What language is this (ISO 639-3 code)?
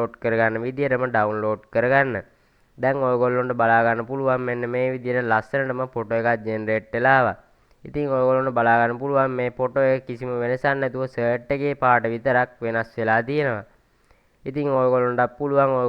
sin